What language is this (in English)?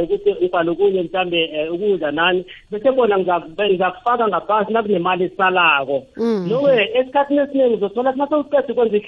South Ndebele